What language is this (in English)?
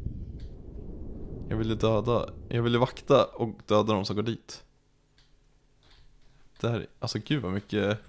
Swedish